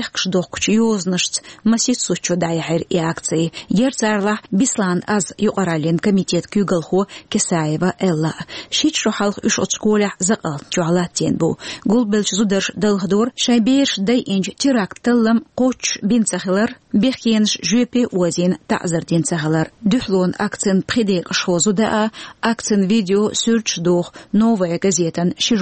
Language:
Chechen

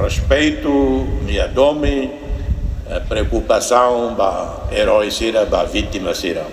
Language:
Tetum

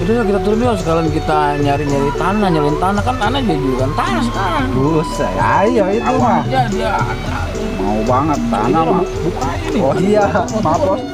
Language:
Betawi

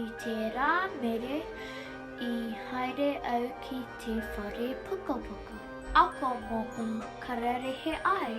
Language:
Māori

